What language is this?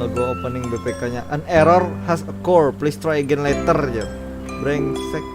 Banjar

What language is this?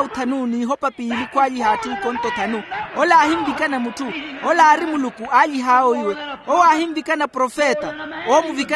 Makhuwa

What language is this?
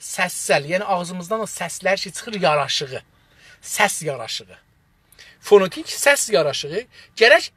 South Azerbaijani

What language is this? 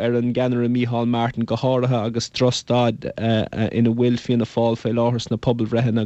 Irish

